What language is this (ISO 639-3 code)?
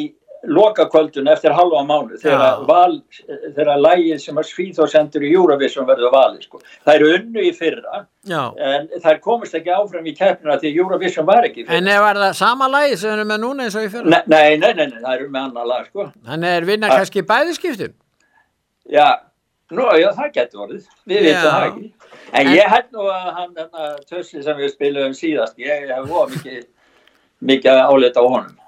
isl